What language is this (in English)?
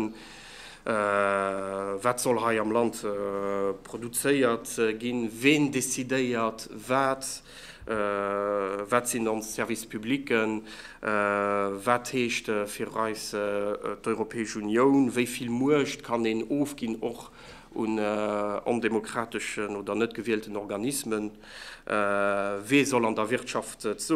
Luxembourgish